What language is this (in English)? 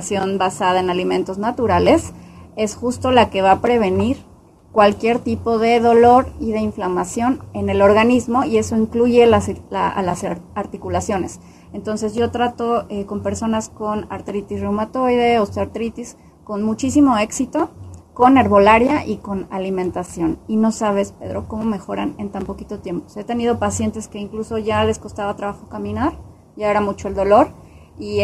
Spanish